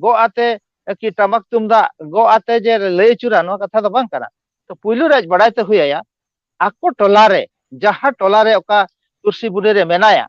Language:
Santali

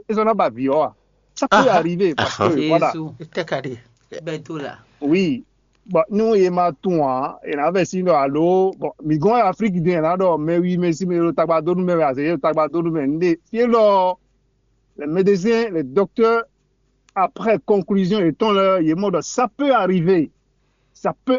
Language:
Fon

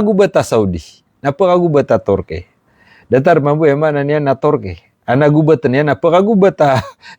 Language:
Maranao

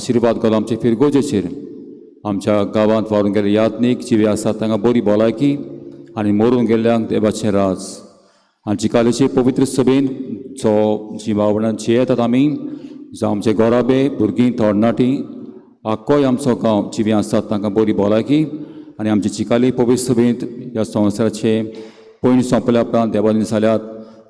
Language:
Konkani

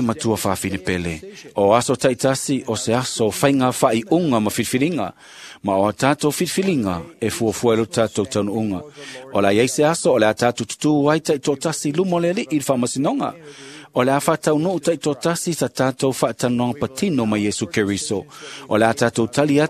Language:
Samoan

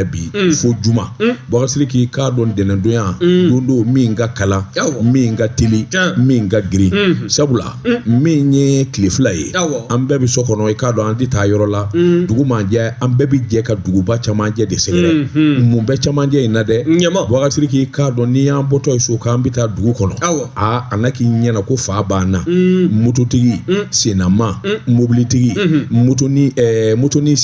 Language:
Bambara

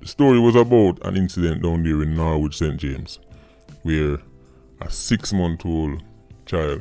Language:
Jamaican Creole English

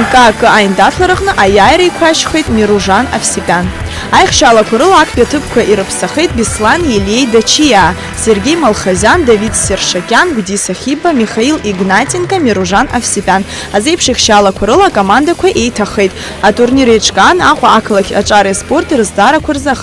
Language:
Abkhazian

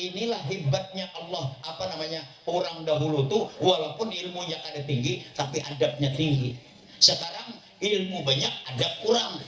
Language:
Banjar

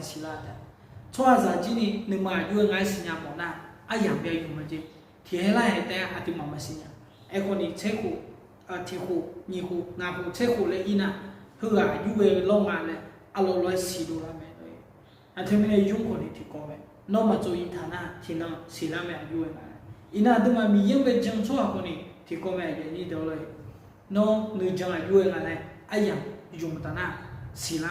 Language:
Akha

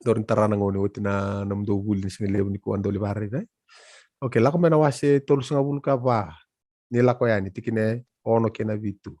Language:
Fijian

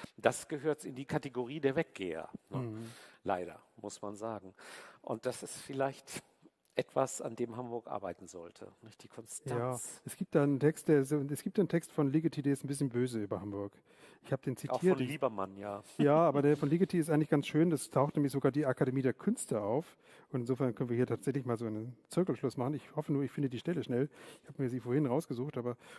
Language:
German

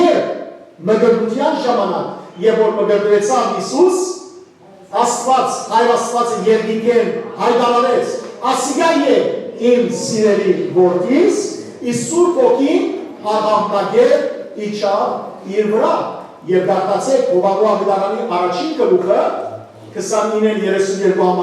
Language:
Western Armenian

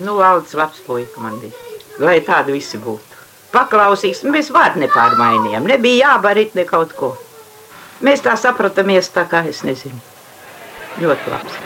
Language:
Latvian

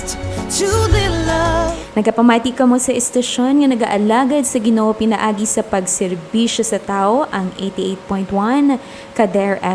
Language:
Hiligaynon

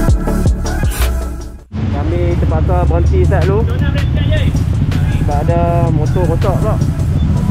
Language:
Malay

